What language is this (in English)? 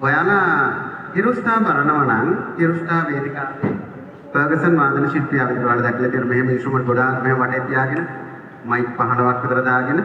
Sinhala